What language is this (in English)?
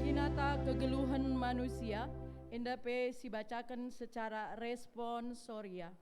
Batak Karo